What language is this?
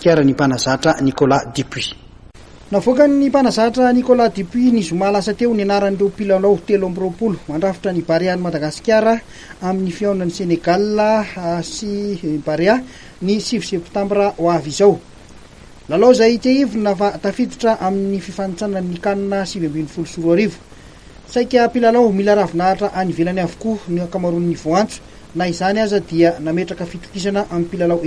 Malagasy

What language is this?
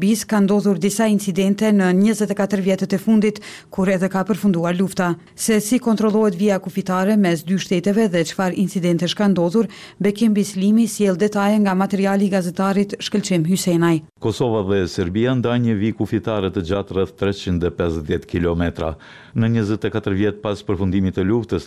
Albanian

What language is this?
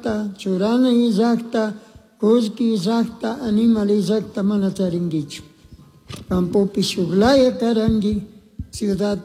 Chimborazo Highland Quichua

